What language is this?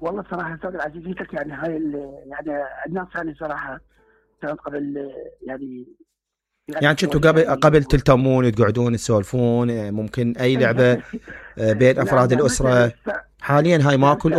Mesopotamian Arabic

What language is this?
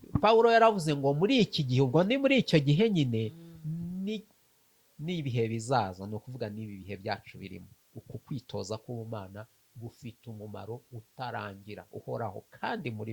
Kinyarwanda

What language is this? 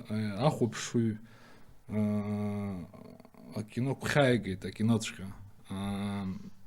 Abkhazian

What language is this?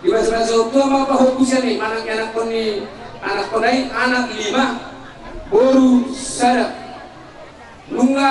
Batak Toba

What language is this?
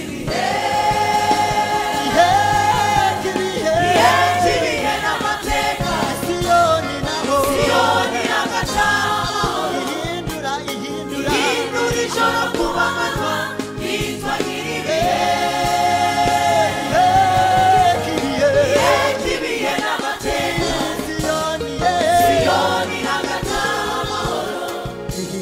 Kinyarwanda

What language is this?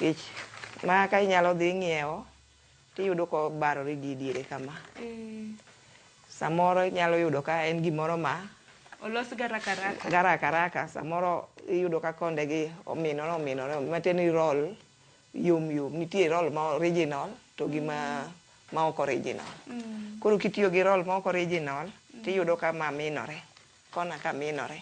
Luo (Kenya and Tanzania)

